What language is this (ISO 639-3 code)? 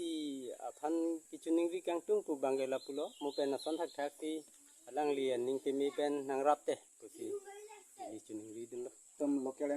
mjw